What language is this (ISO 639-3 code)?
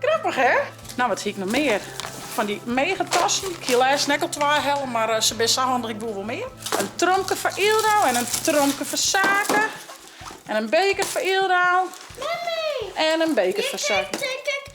fry